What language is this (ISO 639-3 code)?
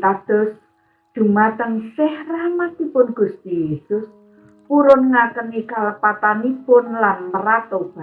jav